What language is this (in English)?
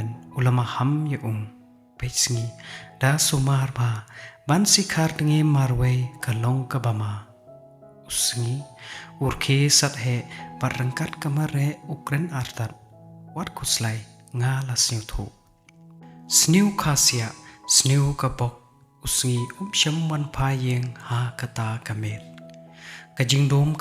Khasi